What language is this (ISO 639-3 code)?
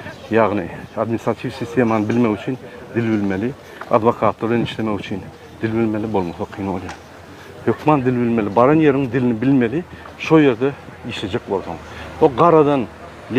tuk